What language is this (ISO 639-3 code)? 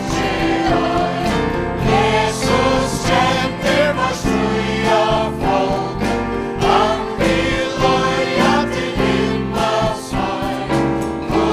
fao